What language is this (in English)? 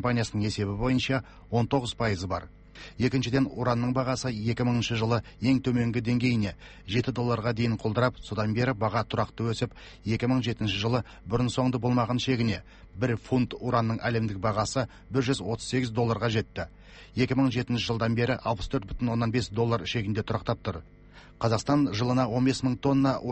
Kazakh